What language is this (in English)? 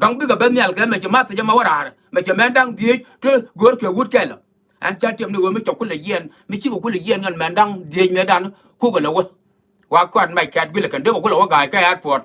Nuer